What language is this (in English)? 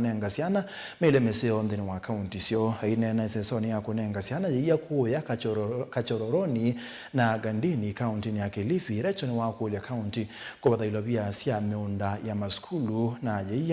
Kamba